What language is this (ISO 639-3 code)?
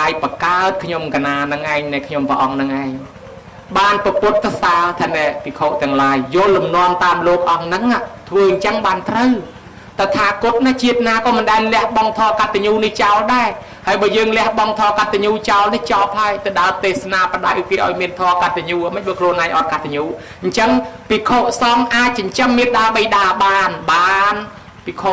khm